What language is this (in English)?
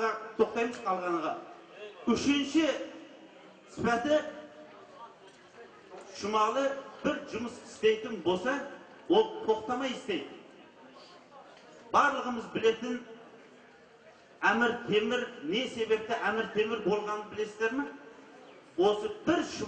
Kazakh